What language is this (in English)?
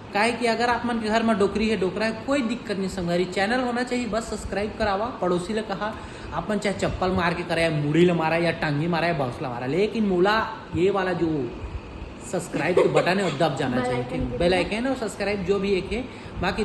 Chhattisgarhi